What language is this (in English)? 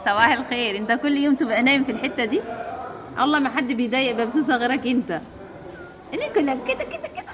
Egyptian Arabic